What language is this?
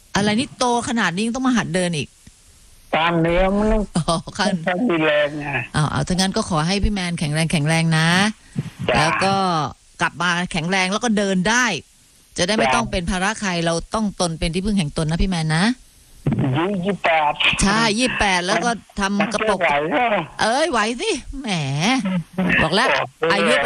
Thai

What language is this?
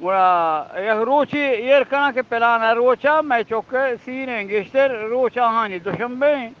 Eastern Balochi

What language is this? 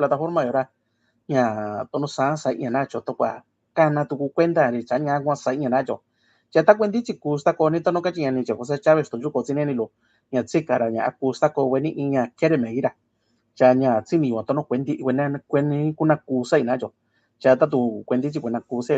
Mixtepec Mixtec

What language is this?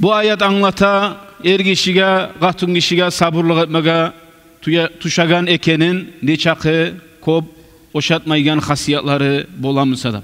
Kumyk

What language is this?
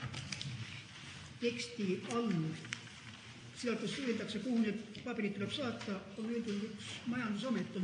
Estonian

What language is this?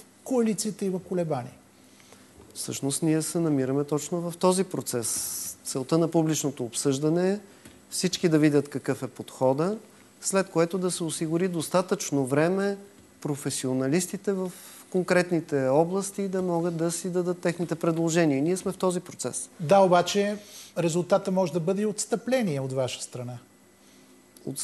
Bulgarian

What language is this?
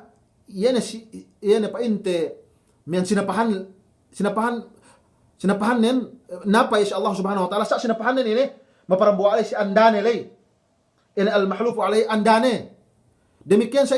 Yakan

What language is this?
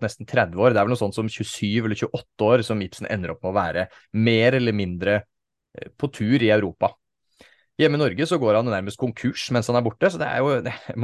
Norwegian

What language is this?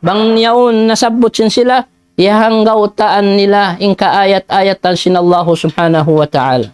Tausug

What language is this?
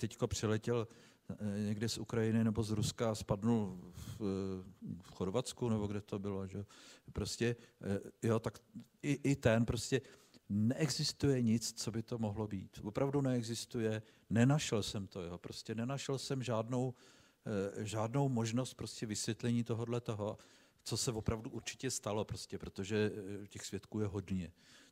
Czech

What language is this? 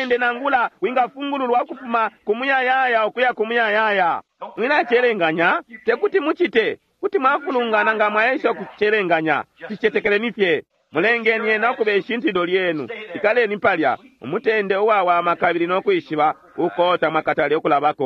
Bemba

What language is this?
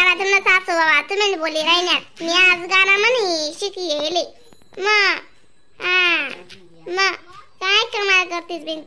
Khandesi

